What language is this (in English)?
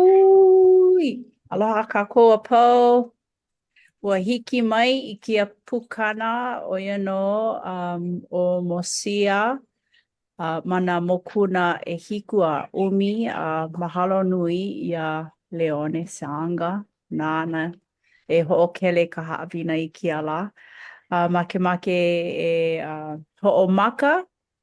Hawaiian